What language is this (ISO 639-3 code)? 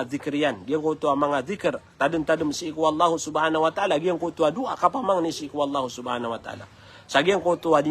mrw